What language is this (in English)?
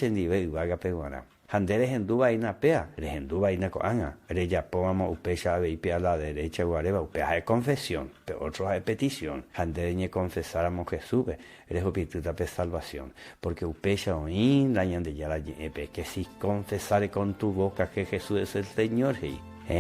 Guarani